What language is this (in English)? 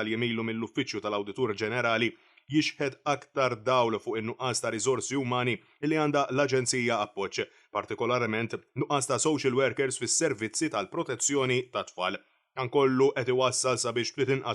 Maltese